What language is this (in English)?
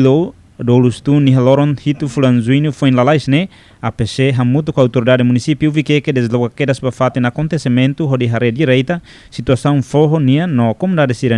Tetum